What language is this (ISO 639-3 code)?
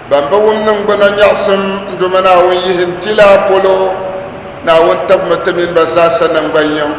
dag